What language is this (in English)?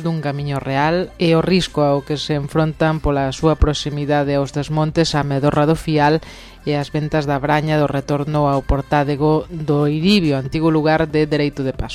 Galician